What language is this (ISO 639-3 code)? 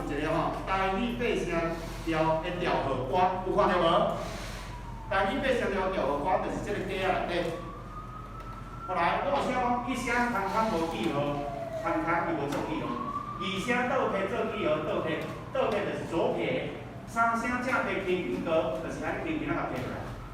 nan